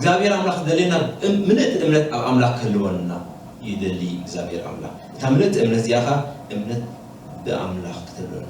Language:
Tigrinya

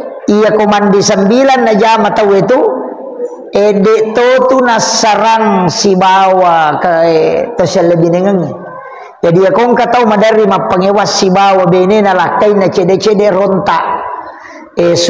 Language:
Buginese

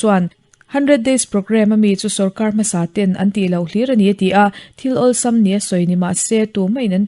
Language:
Mizo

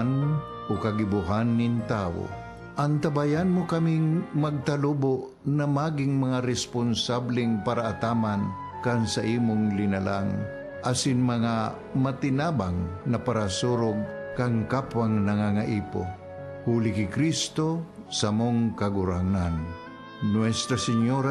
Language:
Bikol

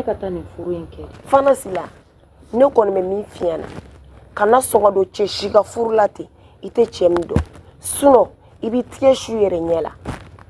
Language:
Bambara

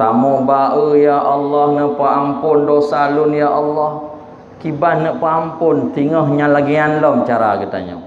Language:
Achinese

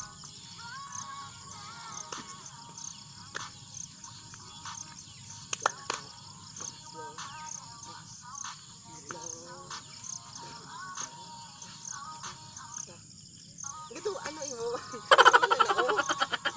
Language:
Filipino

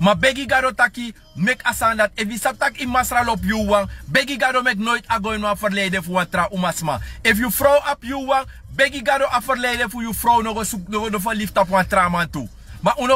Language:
Sranan Tongo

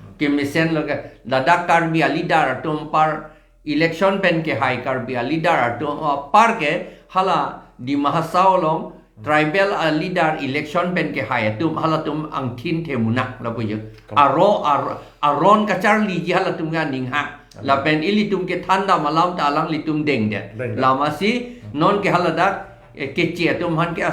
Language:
Karbi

